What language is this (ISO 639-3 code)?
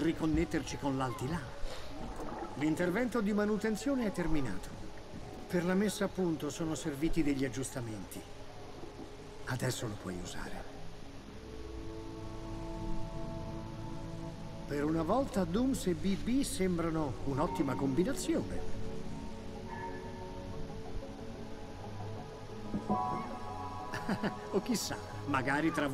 ita